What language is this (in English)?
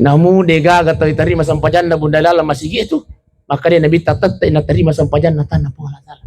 Buginese